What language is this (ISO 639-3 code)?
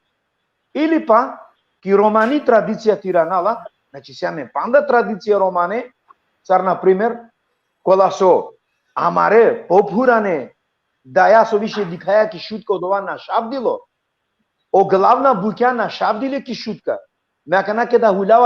rmn